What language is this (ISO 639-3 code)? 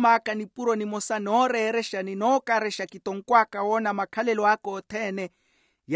vmw